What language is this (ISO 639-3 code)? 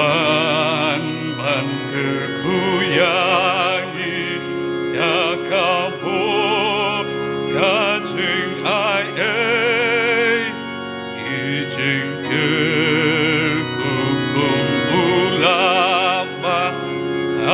kha